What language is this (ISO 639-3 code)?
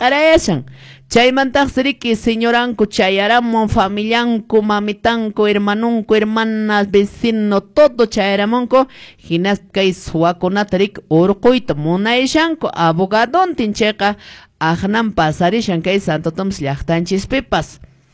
que